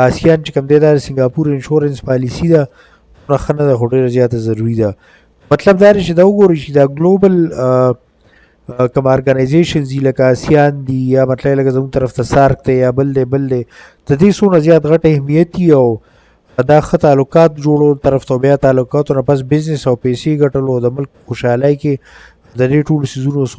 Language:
Pashto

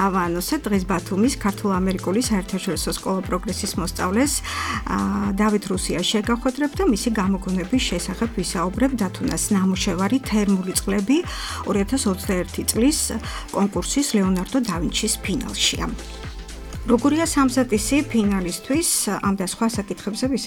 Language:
Georgian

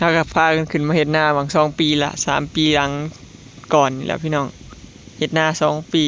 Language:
Northeastern Thai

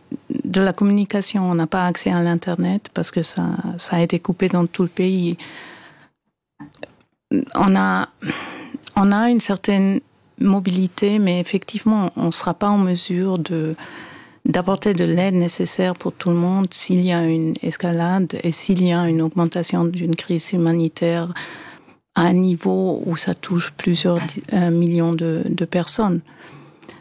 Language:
French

